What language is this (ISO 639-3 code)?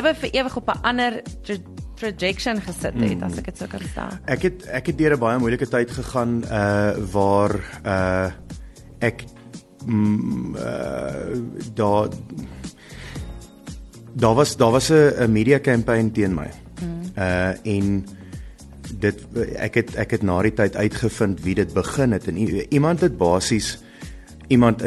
afr